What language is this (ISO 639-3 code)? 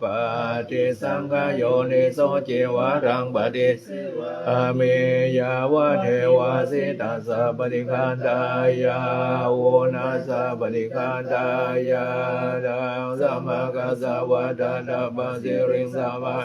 pli